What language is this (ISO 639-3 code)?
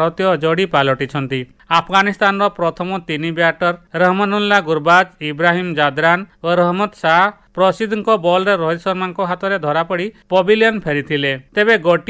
ori